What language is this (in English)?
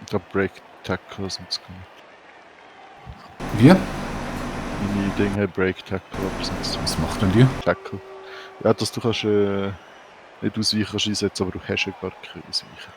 Swiss German